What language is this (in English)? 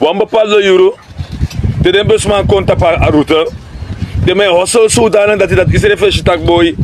Sranan Tongo